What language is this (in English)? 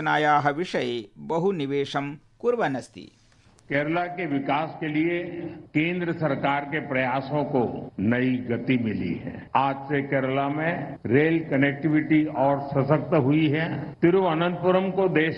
Sanskrit